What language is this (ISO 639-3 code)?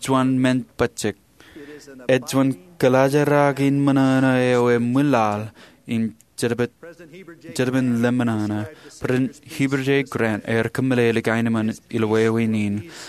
mah